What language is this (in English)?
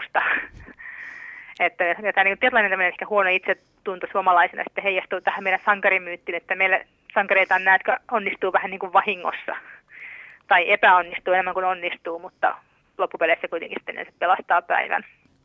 Finnish